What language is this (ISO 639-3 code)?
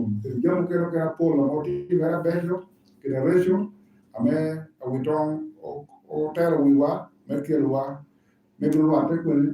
laj